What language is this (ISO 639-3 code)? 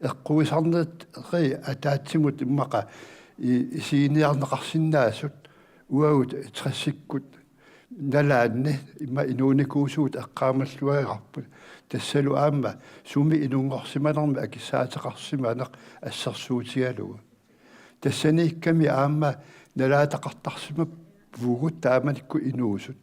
kal